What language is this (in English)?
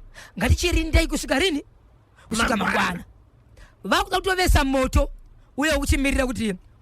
Shona